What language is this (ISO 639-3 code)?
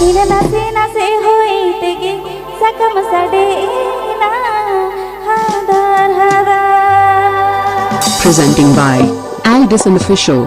sat